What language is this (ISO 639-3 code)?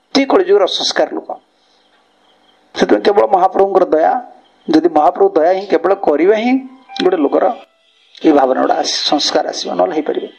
ori